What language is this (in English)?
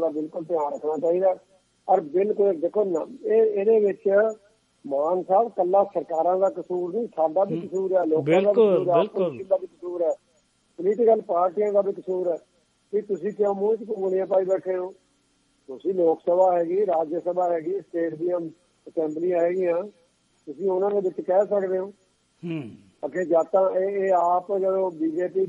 Punjabi